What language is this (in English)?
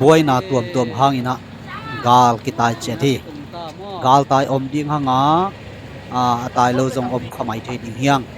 Tedim Chin